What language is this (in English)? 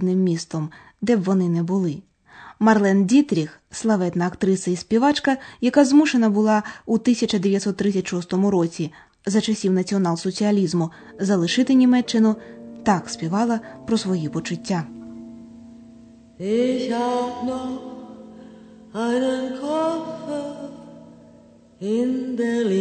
Ukrainian